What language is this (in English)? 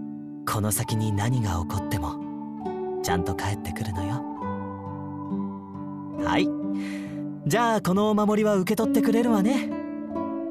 Japanese